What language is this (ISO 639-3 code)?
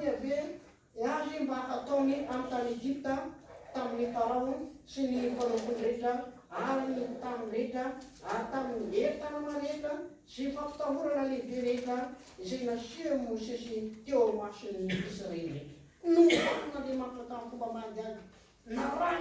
mlg